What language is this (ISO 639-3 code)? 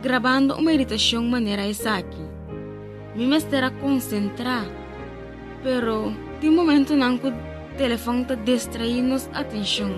pap